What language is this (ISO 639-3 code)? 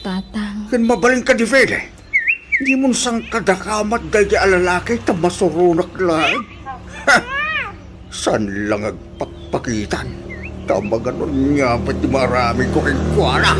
ilo